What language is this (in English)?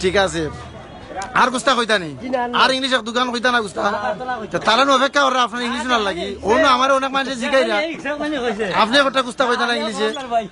Sylheti